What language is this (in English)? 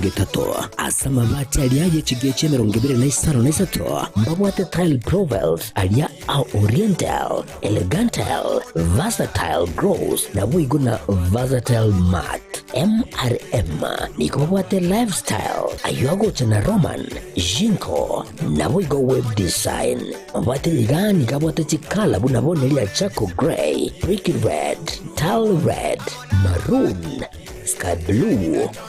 Gusii